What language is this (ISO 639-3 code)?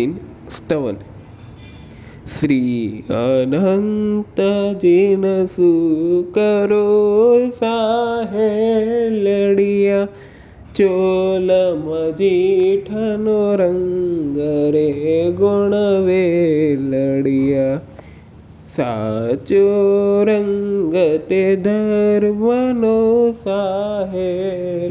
guj